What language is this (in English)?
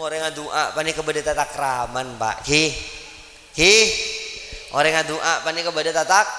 Madurese